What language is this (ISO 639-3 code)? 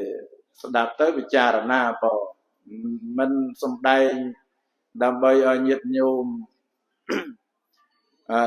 khm